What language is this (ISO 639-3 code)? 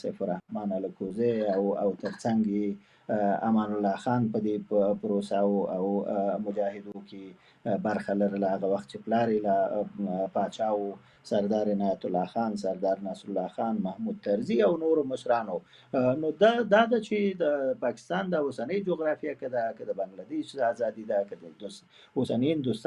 pus